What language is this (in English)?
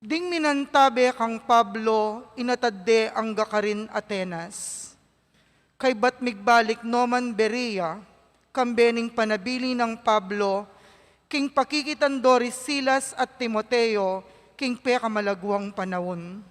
Pampanga